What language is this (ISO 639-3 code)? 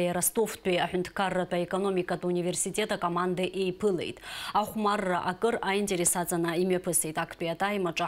abk